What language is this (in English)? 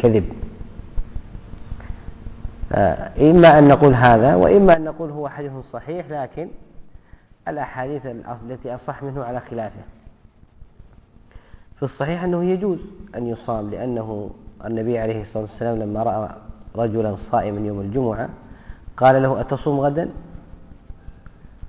Arabic